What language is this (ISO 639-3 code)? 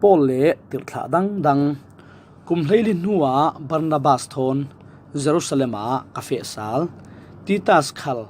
cfm